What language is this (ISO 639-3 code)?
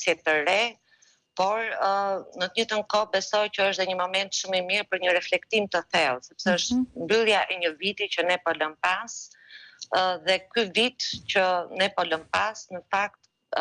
sqi